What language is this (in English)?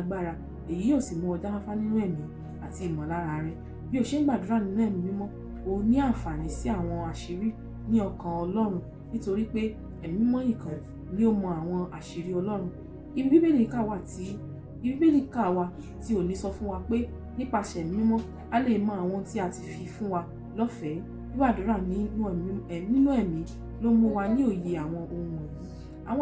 Yoruba